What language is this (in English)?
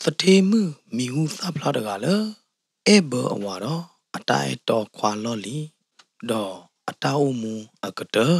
S'gaw Karen